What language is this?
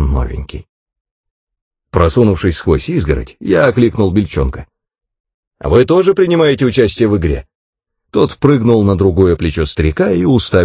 Russian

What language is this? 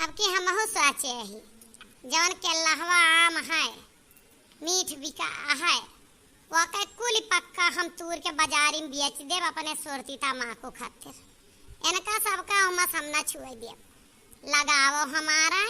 Awadhi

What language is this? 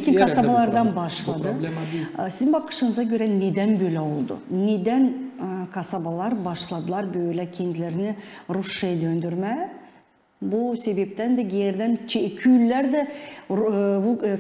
Gagauz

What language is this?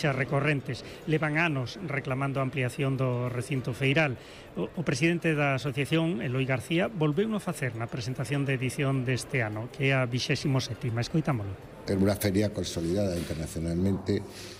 Galician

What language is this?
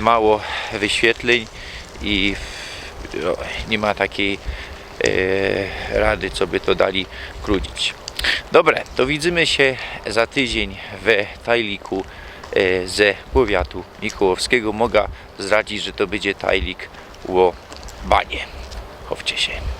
Silesian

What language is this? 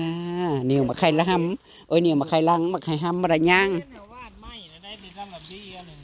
Northeastern Thai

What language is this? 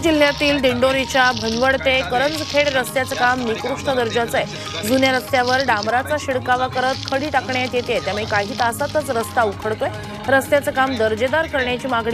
Marathi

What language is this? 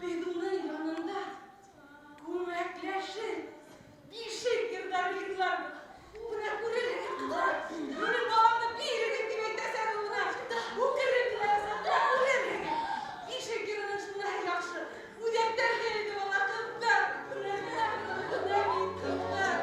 Bashkir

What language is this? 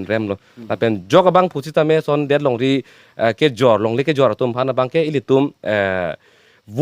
Karbi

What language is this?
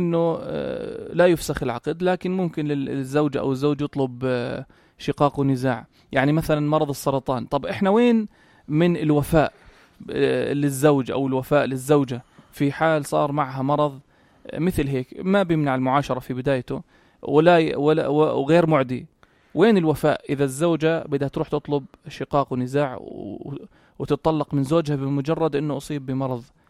North Levantine Arabic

